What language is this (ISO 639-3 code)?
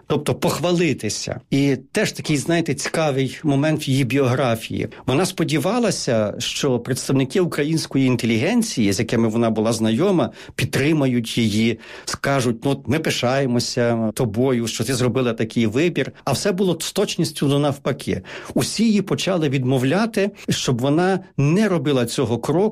ukr